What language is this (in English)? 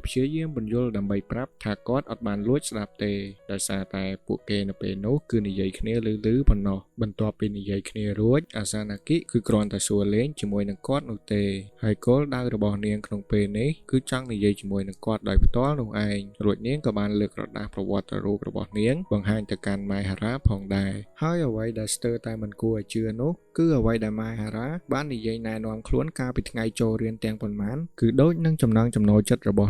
Khmer